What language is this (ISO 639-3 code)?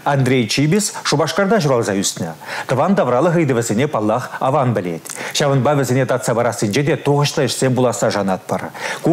chv